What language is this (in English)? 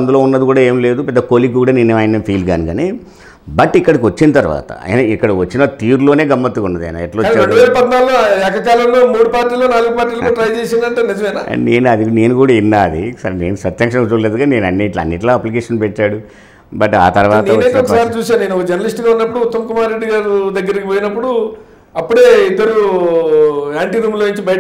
Telugu